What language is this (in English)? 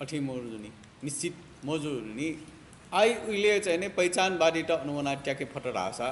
Newari